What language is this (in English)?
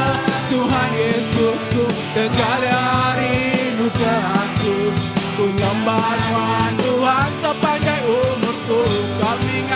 Iban